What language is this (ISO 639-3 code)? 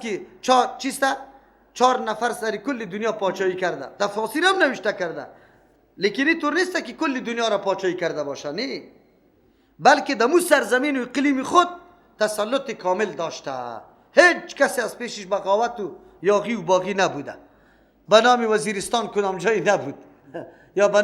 fas